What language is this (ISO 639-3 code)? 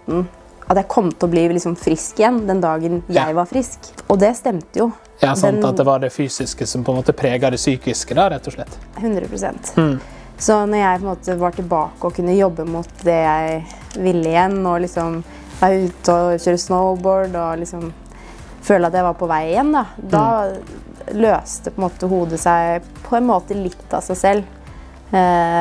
nor